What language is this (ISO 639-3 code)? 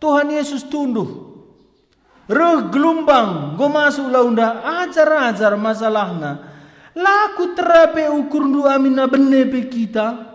btx